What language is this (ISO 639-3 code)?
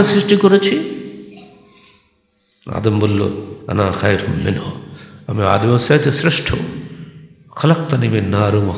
ben